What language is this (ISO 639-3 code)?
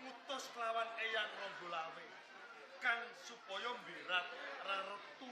jav